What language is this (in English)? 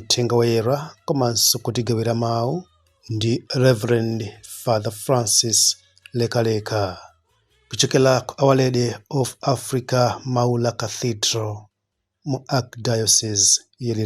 Nyanja